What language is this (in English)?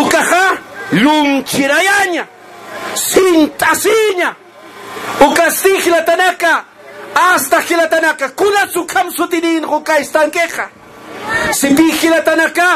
Aymara